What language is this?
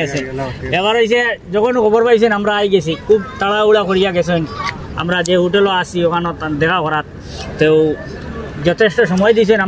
Sylheti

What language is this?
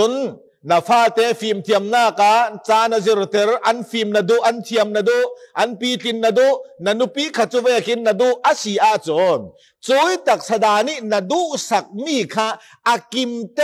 Falam Chin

